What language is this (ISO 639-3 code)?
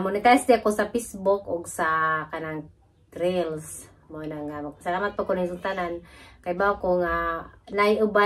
ceb